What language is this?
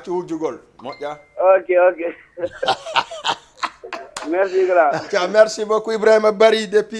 Fula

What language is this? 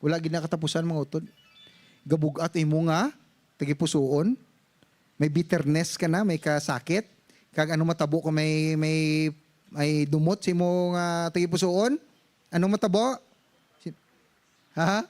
Hiligaynon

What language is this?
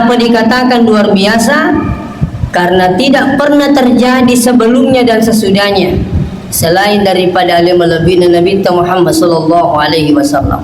Buginese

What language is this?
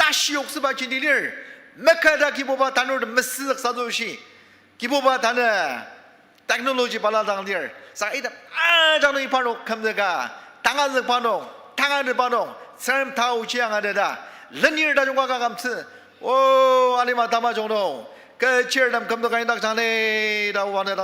Ao Naga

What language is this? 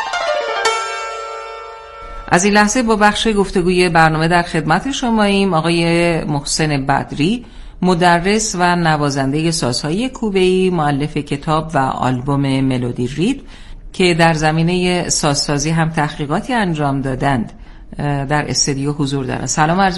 Persian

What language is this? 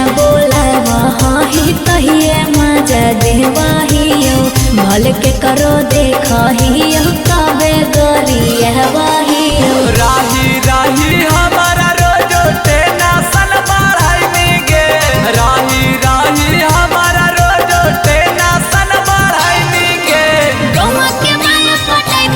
Magahi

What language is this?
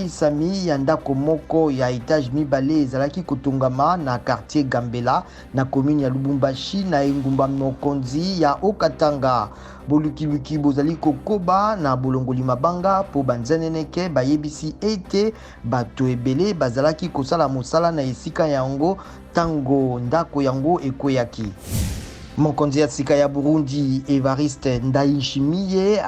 Lingala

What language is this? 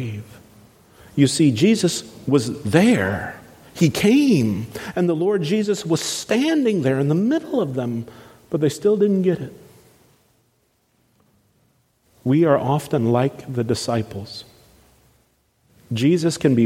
English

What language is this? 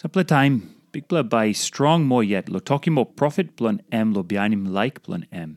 Tok Pisin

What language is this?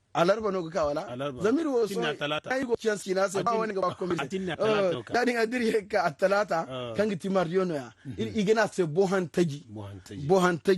Zarma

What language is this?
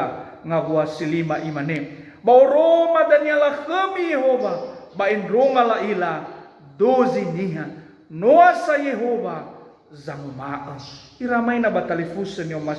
Nias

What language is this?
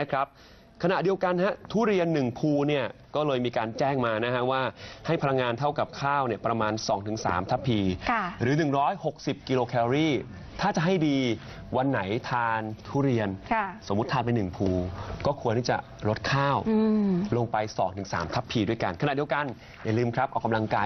Thai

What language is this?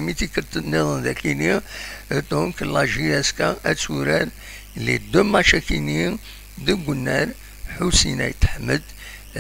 Kabyle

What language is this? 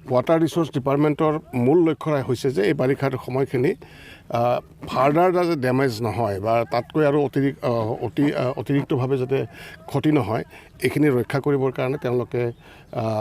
Assamese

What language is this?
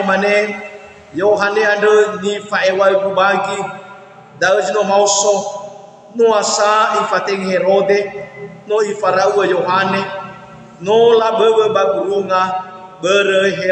Nias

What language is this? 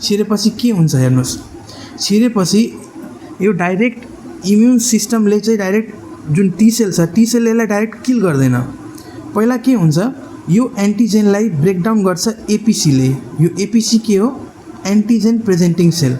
Nepali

